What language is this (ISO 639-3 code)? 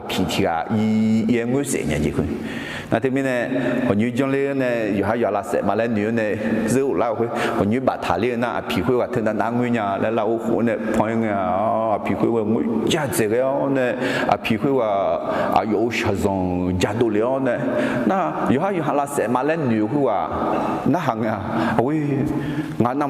ahk